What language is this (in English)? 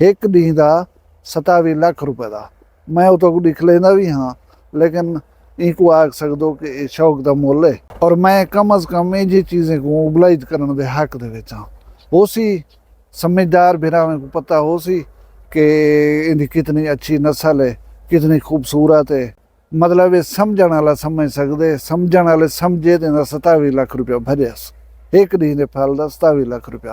Saraiki